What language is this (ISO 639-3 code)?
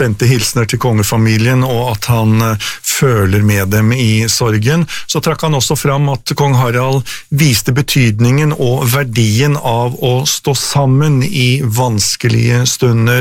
nor